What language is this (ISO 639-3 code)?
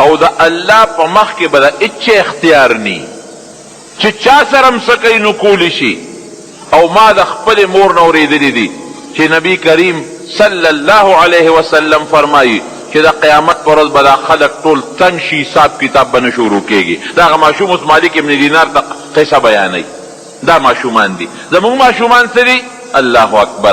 pus